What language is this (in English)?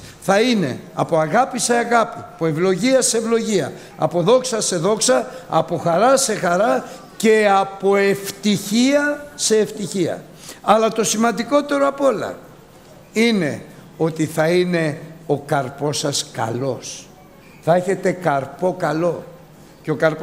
Greek